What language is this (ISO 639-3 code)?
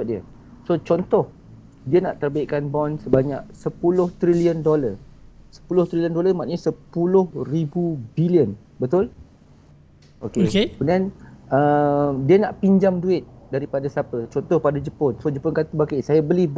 msa